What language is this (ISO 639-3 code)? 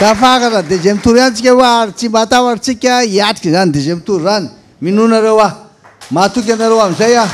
mlg